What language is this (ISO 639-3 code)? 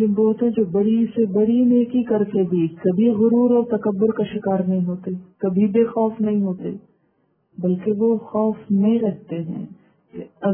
urd